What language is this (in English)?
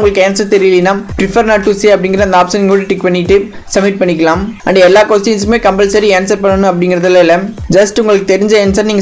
Tamil